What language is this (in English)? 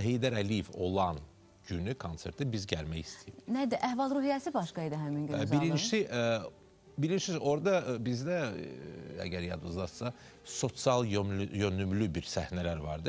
Azerbaijani